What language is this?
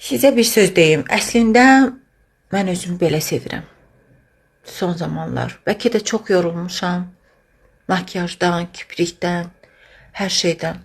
Azerbaijani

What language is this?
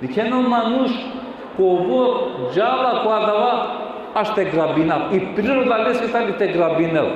Balkan Romani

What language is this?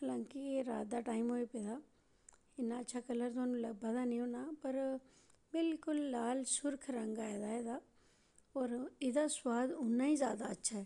Dogri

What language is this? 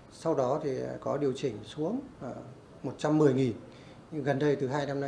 Vietnamese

